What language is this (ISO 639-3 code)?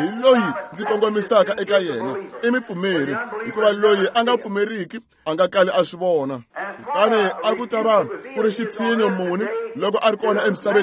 tso